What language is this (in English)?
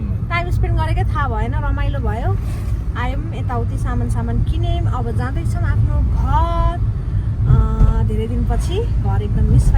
Nepali